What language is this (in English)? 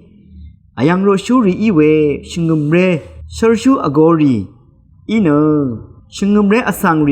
Rawang